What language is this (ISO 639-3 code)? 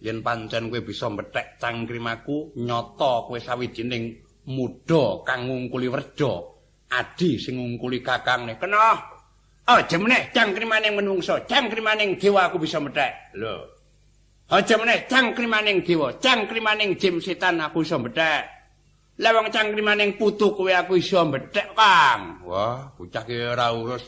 jav